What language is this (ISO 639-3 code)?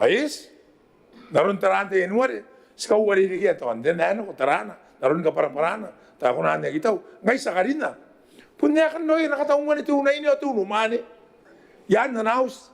gil